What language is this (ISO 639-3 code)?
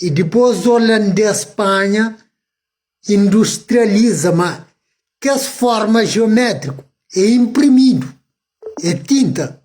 kea